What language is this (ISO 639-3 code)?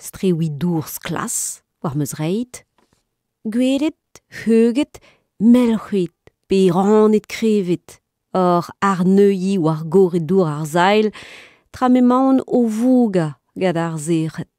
bre